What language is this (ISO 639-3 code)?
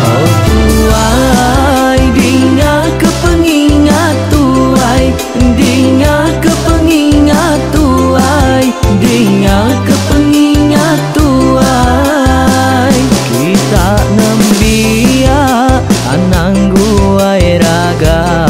iba